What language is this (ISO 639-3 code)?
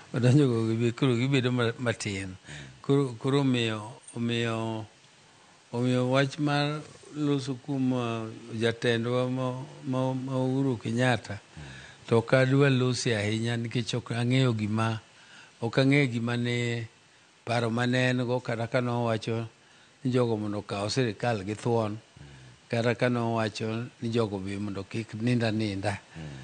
luo